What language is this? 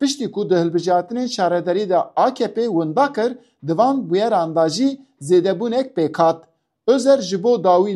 Kurdish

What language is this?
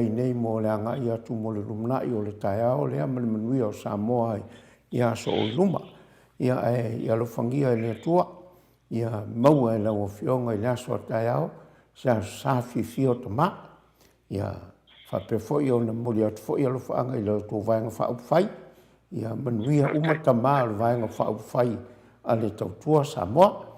Samoan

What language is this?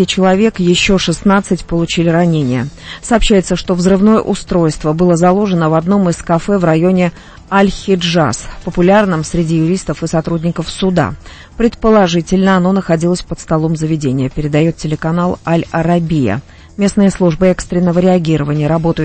Russian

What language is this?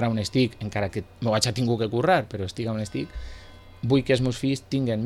Catalan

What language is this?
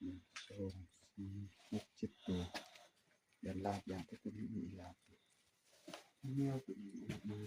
Lao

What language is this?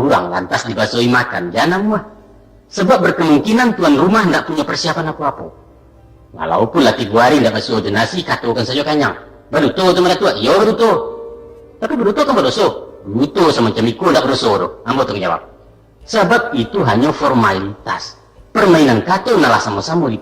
Minangkabau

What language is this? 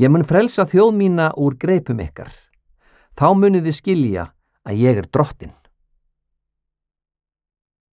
Icelandic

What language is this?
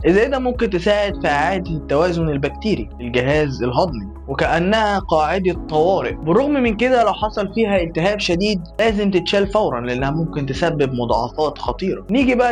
Egyptian Arabic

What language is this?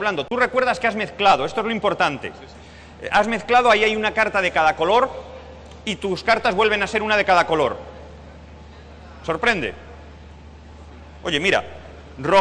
Spanish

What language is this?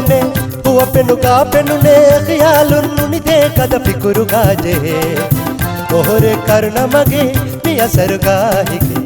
Divehi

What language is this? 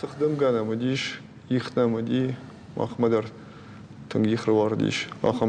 Ossetic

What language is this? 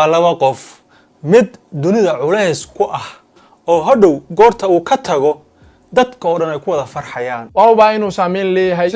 Somali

